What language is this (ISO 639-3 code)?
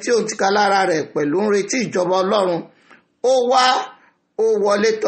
yor